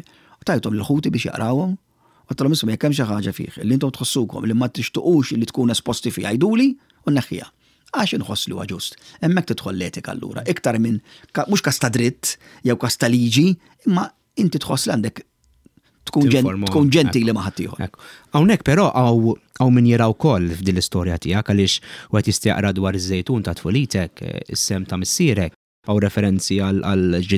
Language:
Maltese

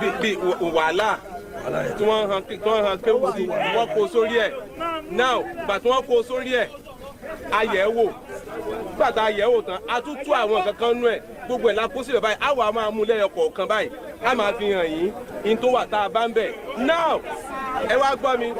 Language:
Yoruba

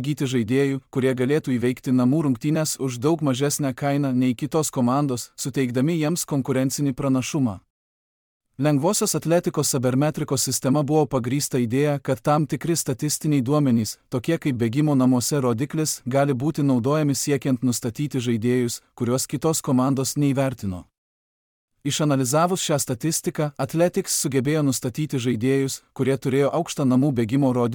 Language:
Lithuanian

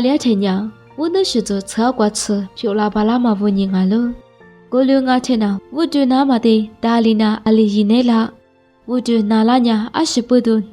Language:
Lisu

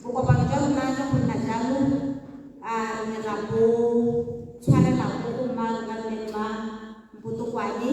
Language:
Tswana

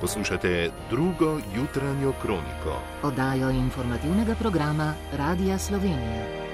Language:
Slovenian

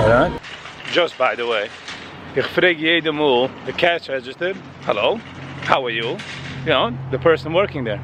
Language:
Yiddish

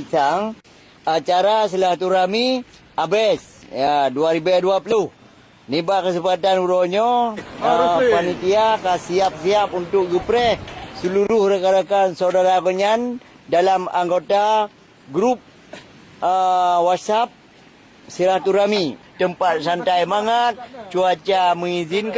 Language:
Achinese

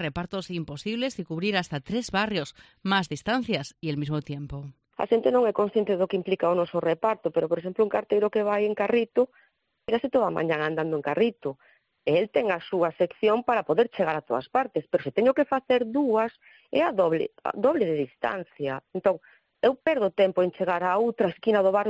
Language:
Galician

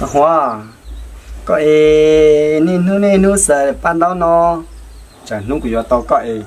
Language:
Hmong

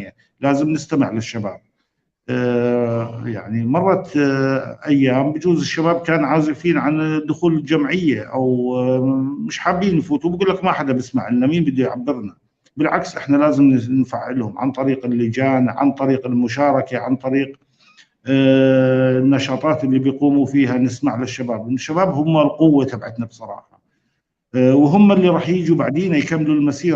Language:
North Levantine Arabic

